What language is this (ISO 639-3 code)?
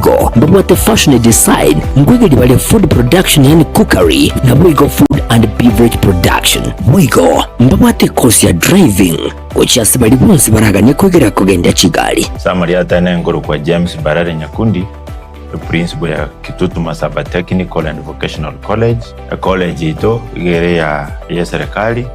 guz